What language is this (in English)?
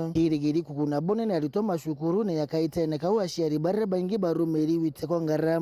Meru